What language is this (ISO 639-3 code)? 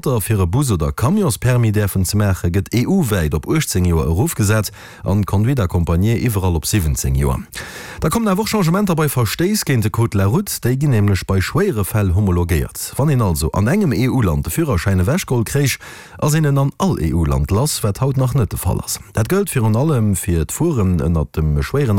ltz